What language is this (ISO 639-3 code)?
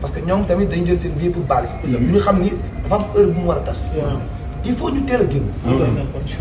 wol